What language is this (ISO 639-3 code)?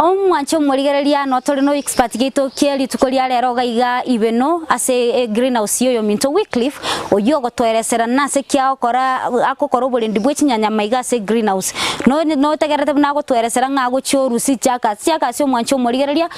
guz